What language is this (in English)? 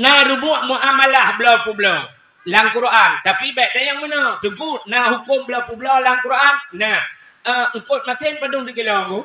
Achinese